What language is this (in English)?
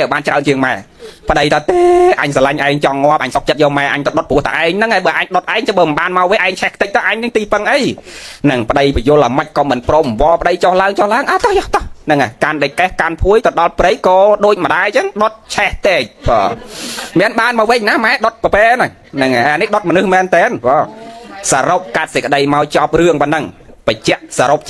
Khmer